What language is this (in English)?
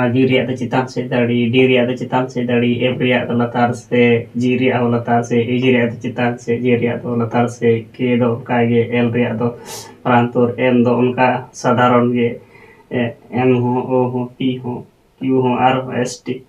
Santali